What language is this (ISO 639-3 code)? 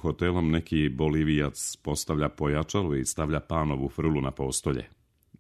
srp